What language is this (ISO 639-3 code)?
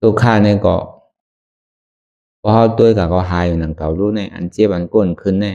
shn